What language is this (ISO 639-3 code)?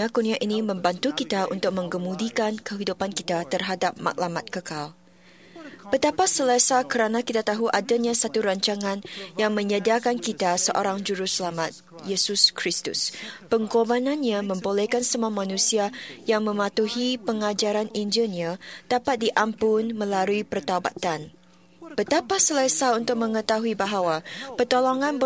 msa